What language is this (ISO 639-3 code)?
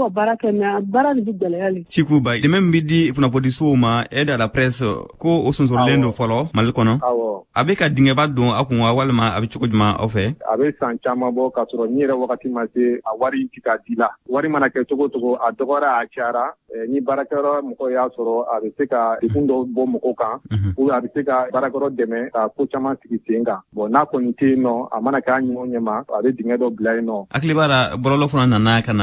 bam